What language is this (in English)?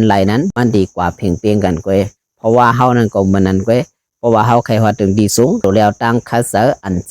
Shan